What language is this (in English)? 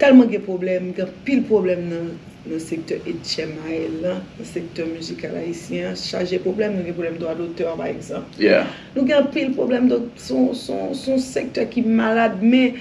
Haitian Creole